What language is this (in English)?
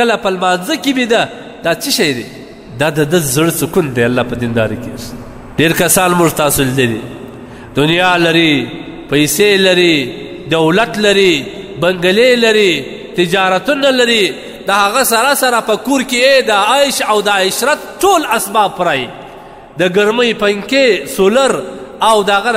Pashto